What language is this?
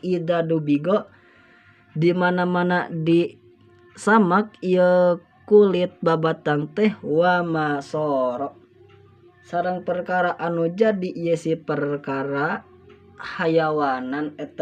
Sundanese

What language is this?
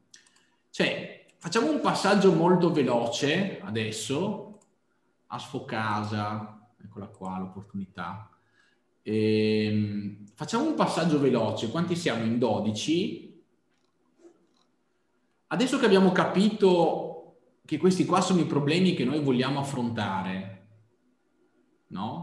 Italian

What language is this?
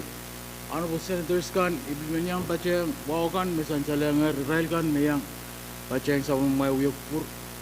Pohnpeian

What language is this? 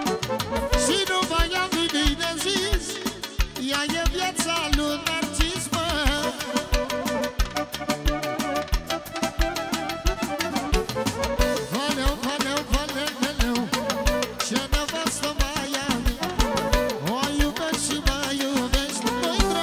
Romanian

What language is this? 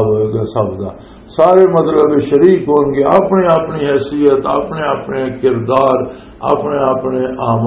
Western Panjabi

